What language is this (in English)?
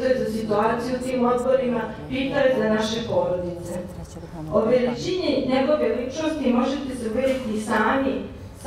Serbian